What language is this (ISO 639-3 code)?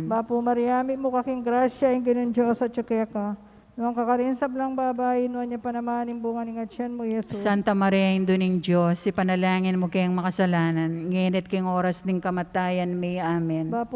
pam